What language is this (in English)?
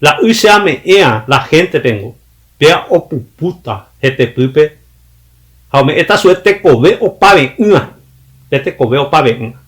Guarani